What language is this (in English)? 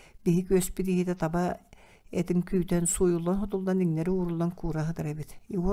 Yakut